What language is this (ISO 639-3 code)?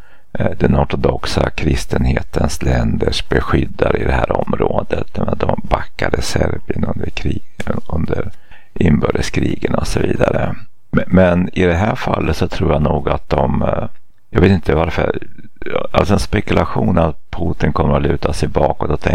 swe